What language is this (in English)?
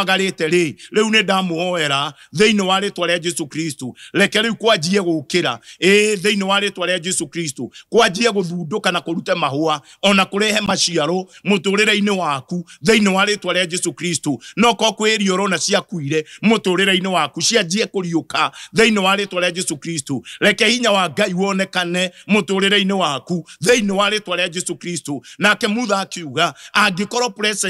Kikuyu